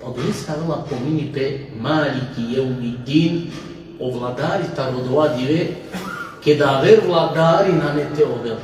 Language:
Balkan Romani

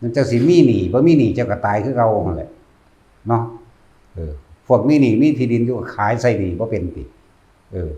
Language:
Northeastern Thai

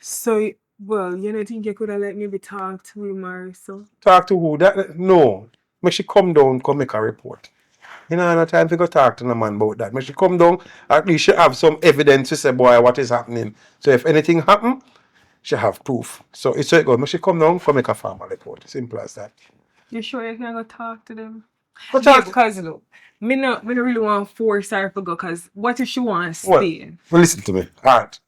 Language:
Jamaican Creole English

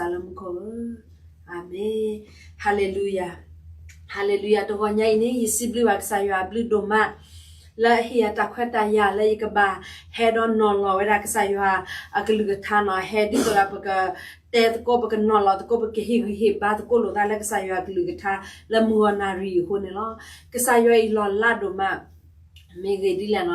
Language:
S'gaw Karen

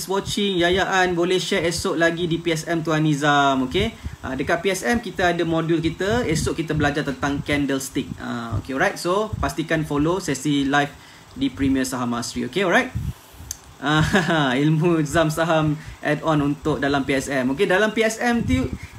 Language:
Malay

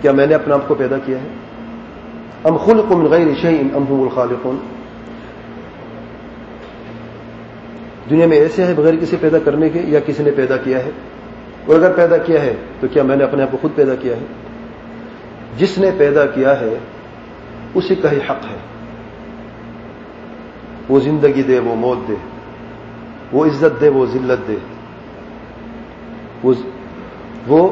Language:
Urdu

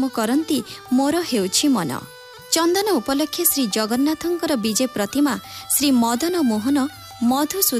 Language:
Odia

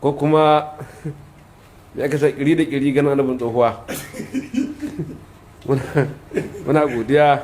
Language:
Hausa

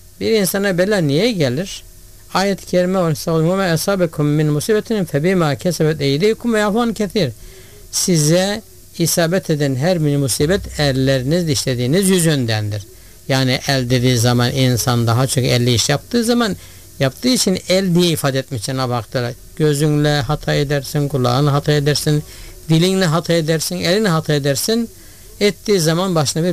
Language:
Turkish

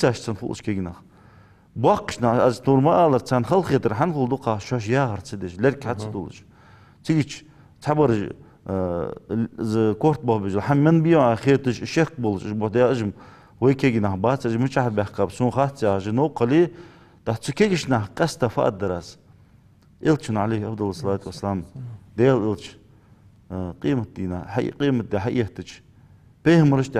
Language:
Ingush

